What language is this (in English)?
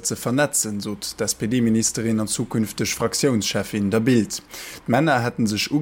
Luxembourgish